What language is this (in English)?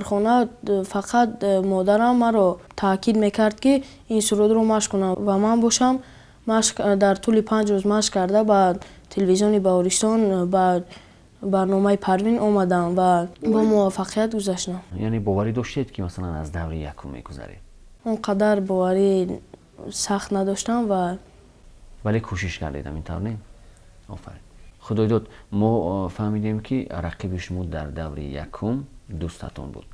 Tajik